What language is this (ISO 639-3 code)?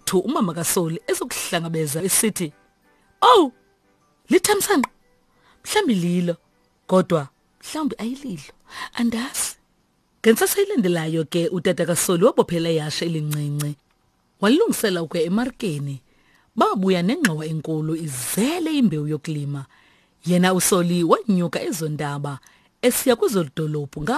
xho